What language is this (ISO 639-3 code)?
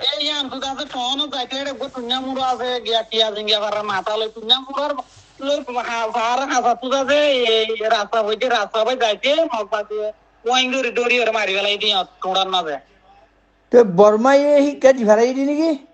rhg